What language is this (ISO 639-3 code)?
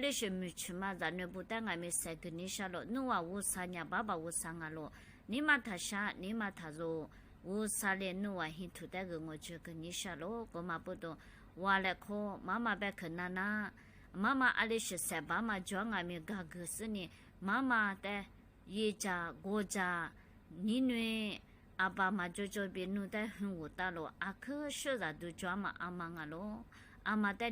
lis